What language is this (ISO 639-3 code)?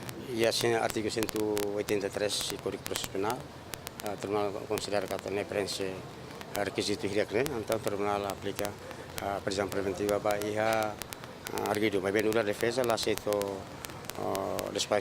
tet